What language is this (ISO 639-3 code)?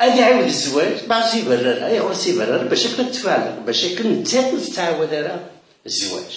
kab